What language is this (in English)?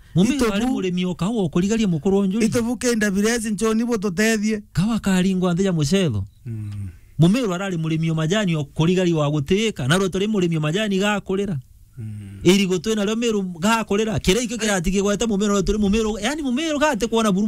Meru